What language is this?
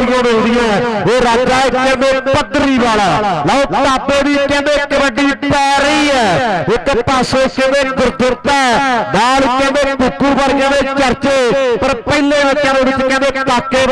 Punjabi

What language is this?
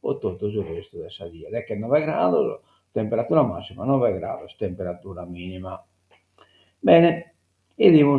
Sardinian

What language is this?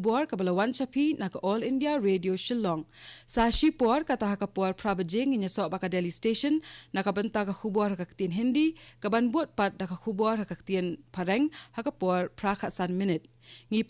Khasi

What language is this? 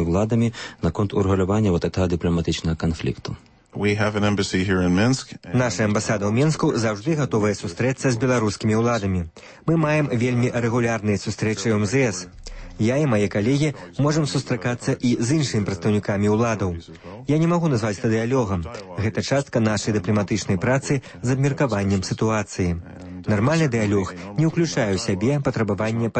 Belarusian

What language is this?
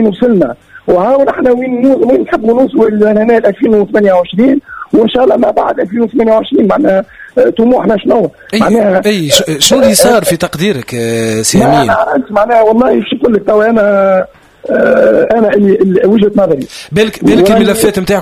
Tunisian Arabic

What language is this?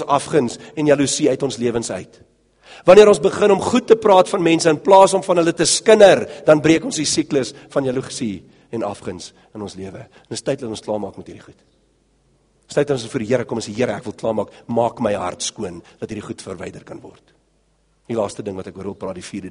Afrikaans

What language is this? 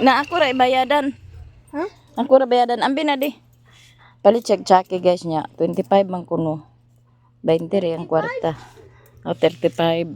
Cebuano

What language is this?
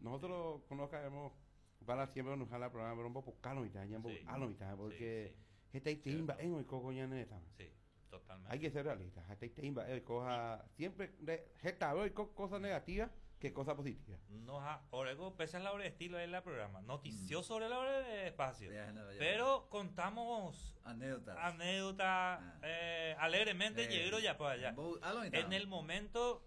Guarani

